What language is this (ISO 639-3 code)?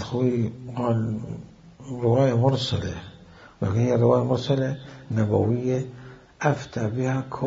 acm